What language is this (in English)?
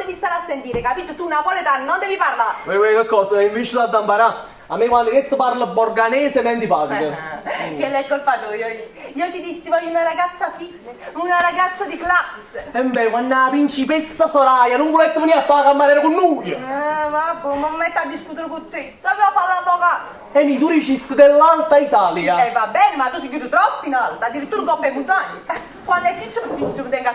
Neapolitan